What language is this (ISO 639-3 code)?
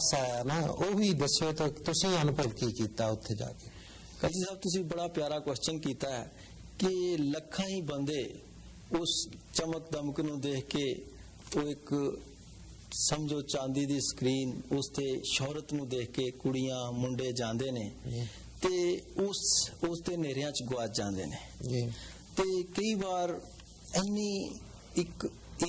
pan